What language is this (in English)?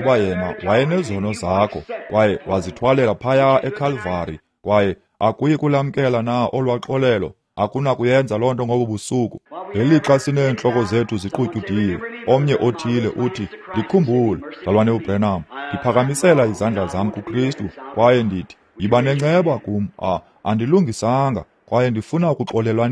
Xhosa